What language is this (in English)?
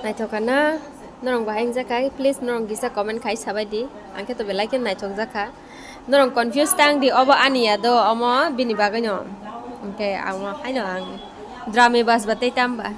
Kok Borok